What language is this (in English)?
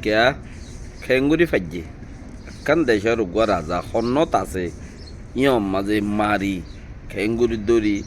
Rohingya